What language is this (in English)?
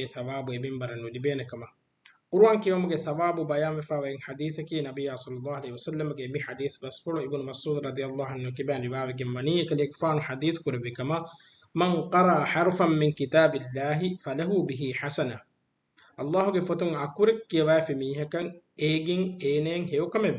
Divehi